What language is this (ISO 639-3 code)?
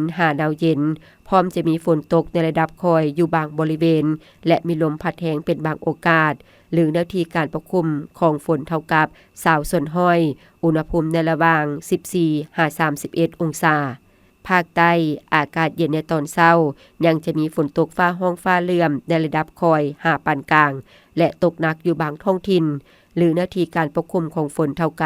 lao